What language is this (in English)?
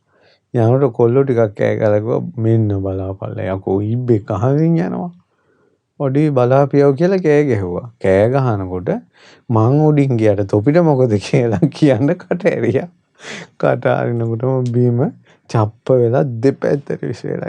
Sinhala